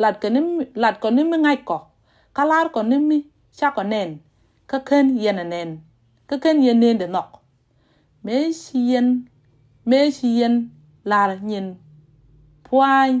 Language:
Nuer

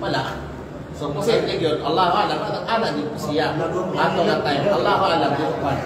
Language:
Kalagan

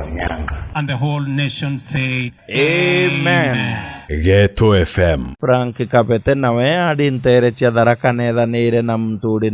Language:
Meru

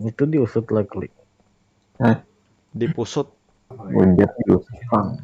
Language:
Banjar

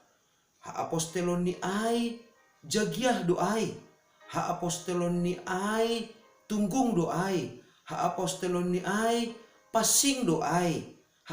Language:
Batak Simalungun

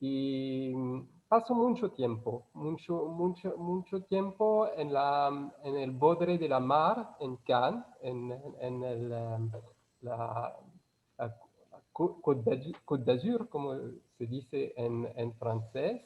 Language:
Ladino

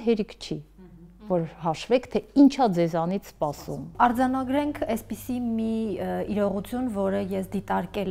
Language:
Armenian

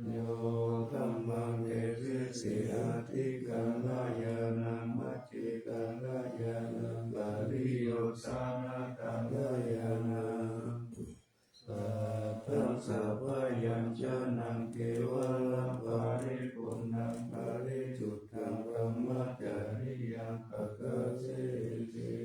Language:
Pali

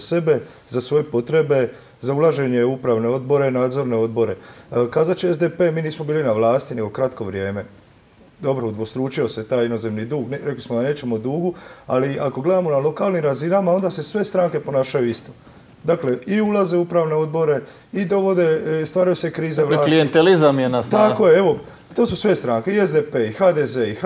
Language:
Croatian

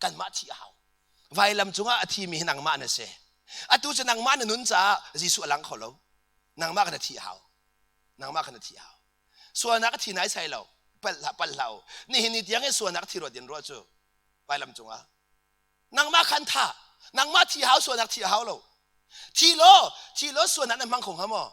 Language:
Hakha Chin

